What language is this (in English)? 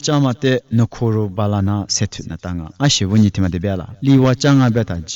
Lisu